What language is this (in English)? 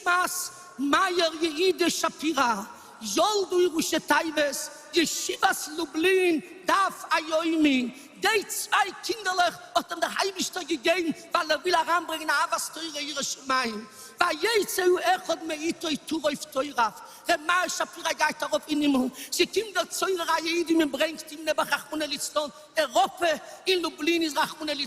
Yiddish